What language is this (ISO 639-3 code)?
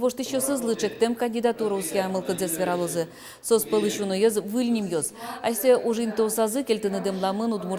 udm